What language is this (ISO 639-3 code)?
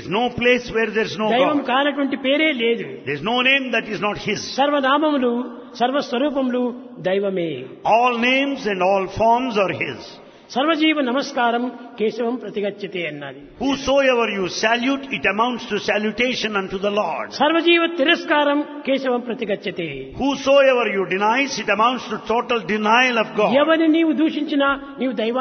tel